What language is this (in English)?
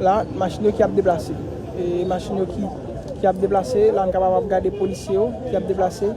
Haitian Creole